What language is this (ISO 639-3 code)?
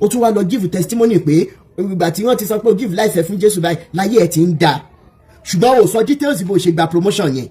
yor